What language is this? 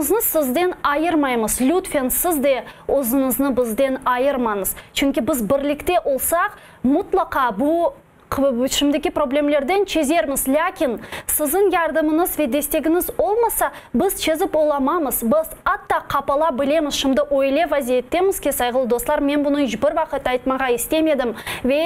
Crimean Tatar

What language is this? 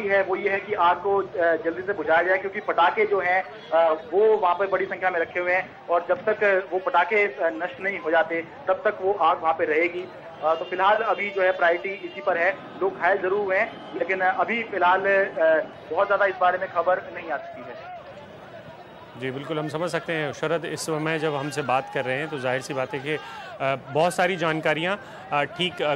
Hindi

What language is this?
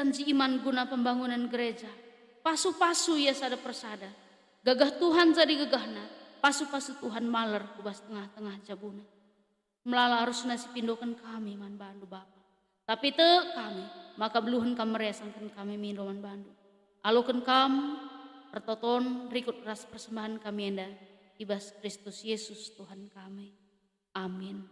Batak Karo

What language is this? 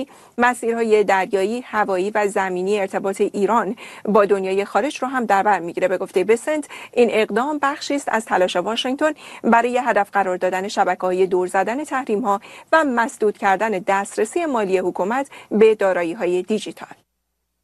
Persian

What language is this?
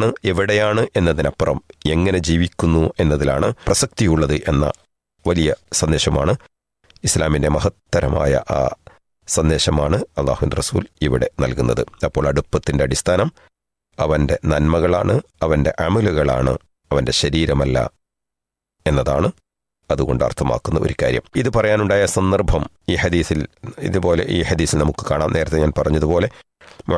Malayalam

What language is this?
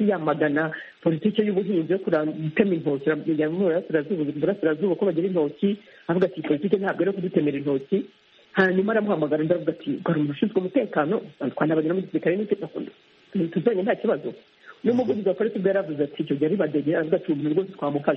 Kinyarwanda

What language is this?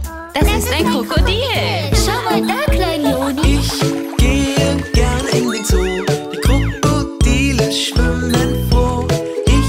German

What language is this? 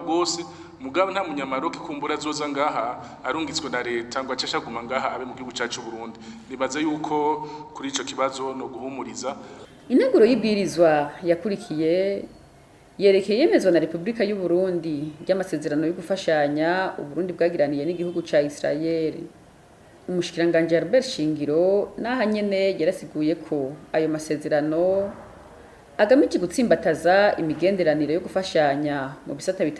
Rundi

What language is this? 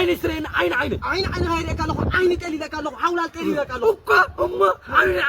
Tigrinya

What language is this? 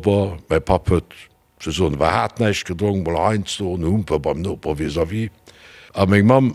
Luxembourgish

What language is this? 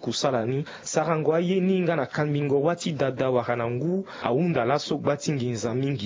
Sango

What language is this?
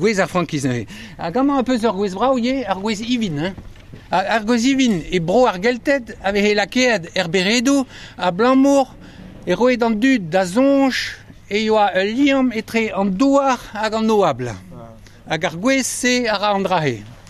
Breton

